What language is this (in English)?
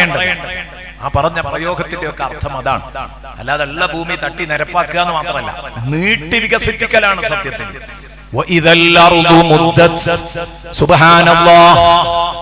Malayalam